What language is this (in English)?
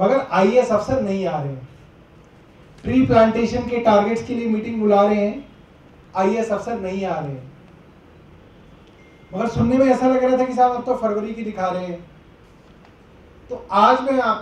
Hindi